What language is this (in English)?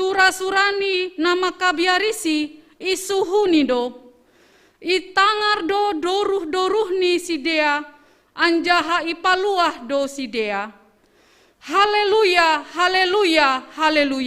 Batak Simalungun